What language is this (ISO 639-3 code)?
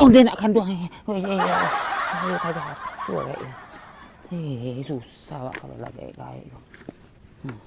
min